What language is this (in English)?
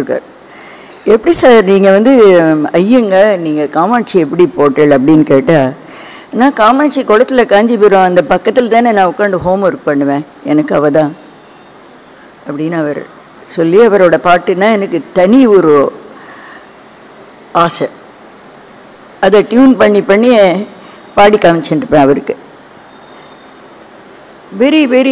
Tamil